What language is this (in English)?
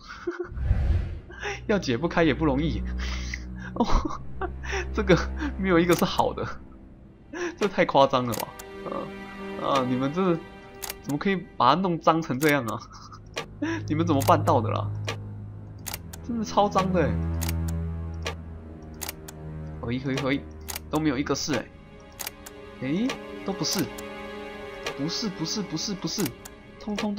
Chinese